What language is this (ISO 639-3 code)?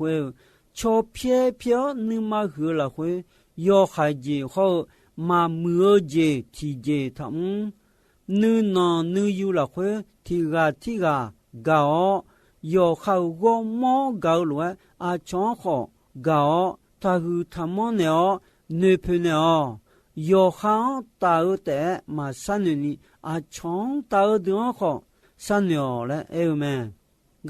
ahk